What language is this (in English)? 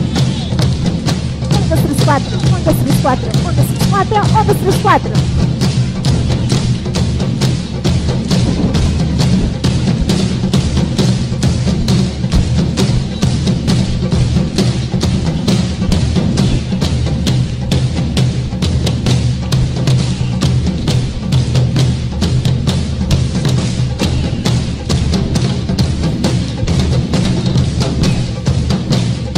Spanish